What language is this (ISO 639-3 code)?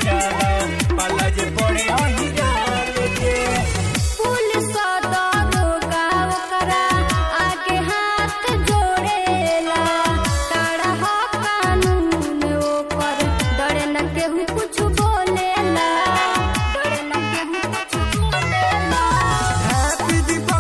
bho